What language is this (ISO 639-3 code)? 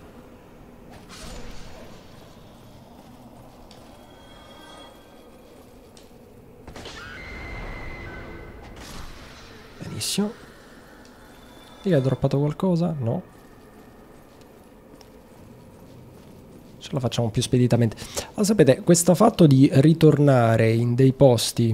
ita